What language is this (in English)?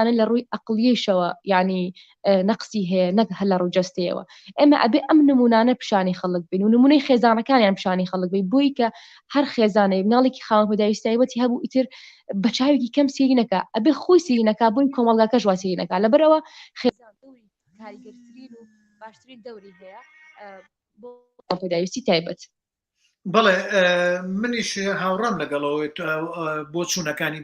Central Kurdish